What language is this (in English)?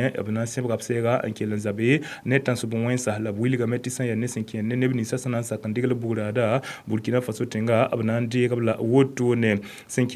Mossi